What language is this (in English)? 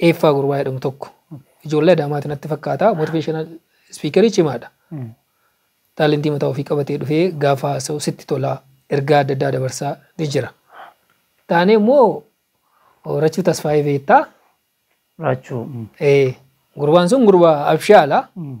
Oromo